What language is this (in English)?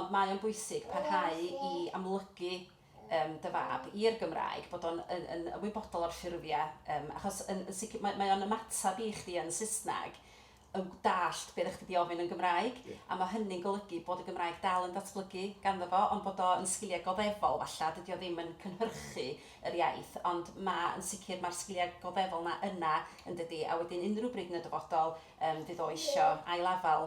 Welsh